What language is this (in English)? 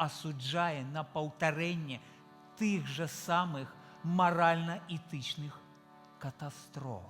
Belarusian